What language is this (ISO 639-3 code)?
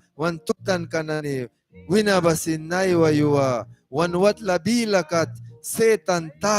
miq